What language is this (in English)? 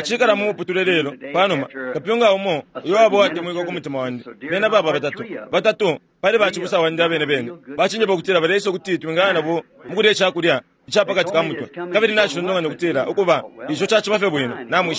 Bemba